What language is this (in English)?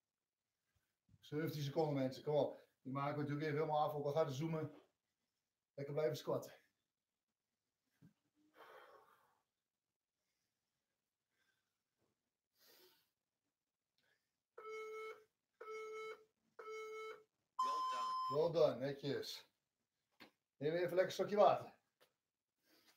Dutch